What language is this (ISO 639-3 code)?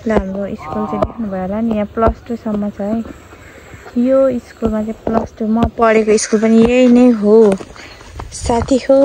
nep